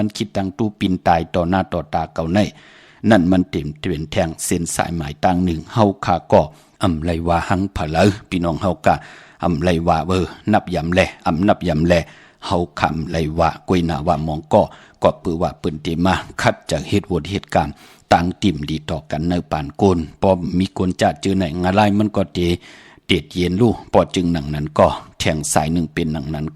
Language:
Shan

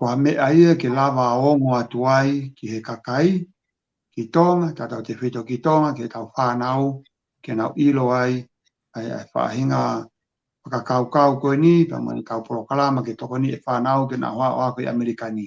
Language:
Tongan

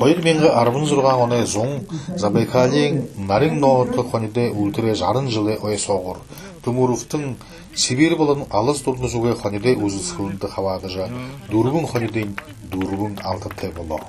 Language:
Buriat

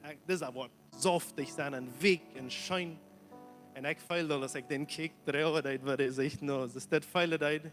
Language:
Plautdietsch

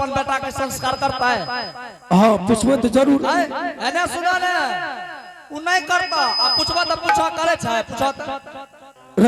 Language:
Angika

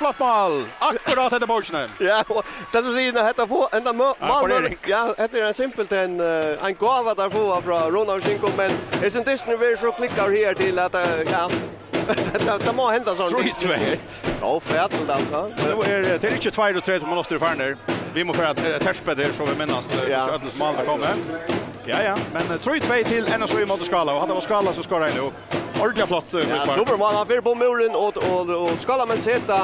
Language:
Faroese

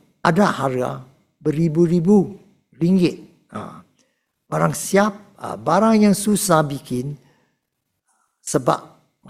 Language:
Malay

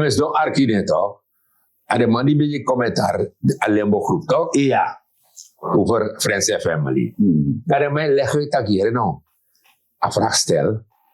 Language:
Sranan Tongo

